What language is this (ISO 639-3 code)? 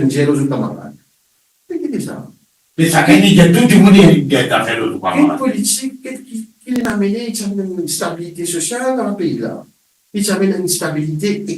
mfe